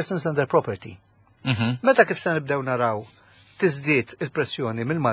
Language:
Maltese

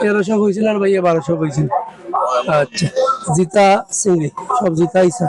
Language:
Sylheti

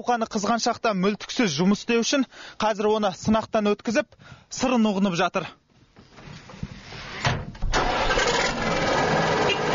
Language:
Kazakh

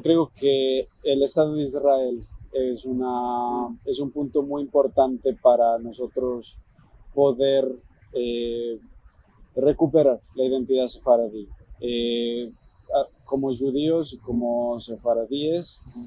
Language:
Ladino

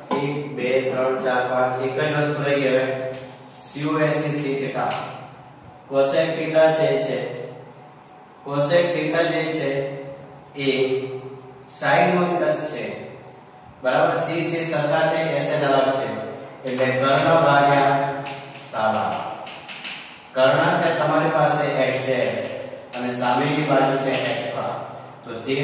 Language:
Gujarati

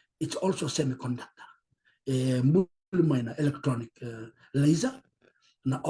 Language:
Fijian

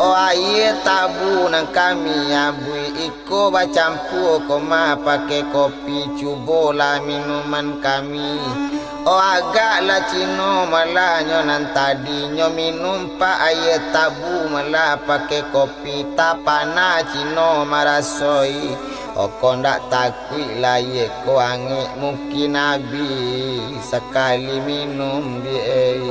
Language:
Minangkabau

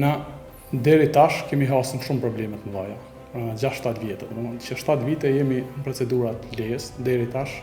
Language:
Albanian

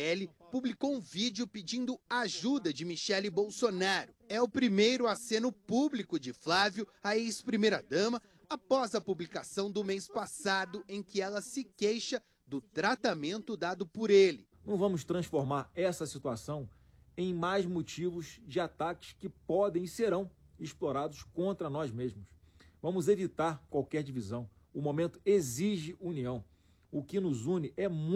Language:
Portuguese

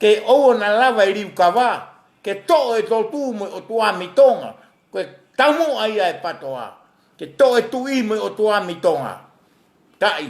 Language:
Tongan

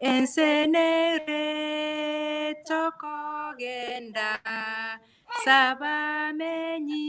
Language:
Gusii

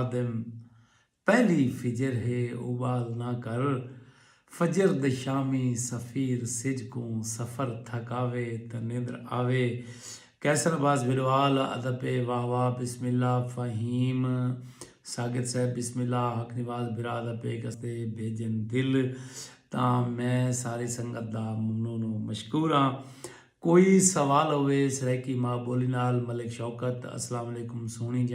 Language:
Saraiki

